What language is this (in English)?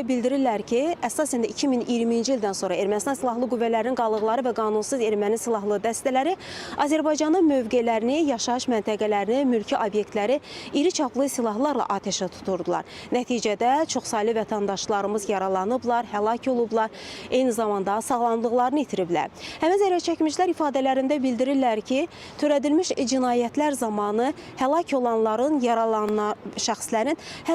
Azerbaijani